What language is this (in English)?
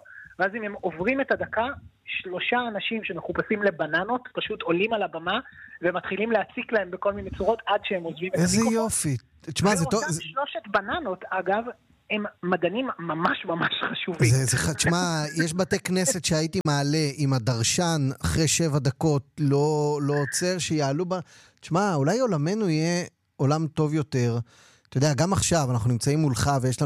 Hebrew